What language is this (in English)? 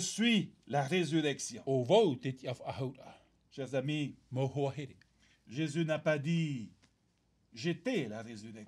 Tahitian